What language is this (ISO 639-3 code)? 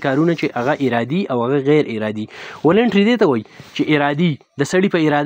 pus